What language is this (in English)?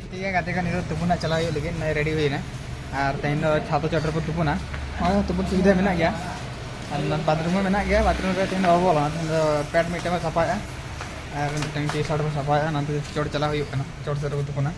Santali